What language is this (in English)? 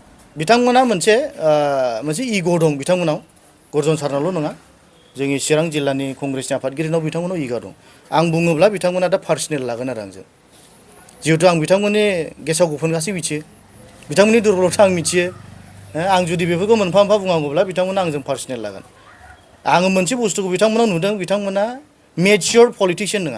Bodo